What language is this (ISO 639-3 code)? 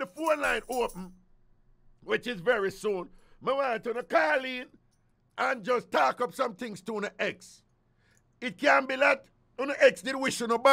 jam